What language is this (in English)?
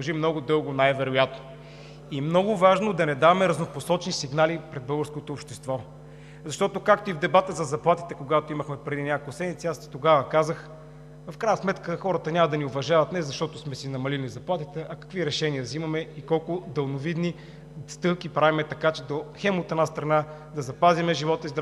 Bulgarian